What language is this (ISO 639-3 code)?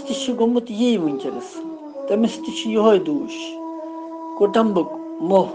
kas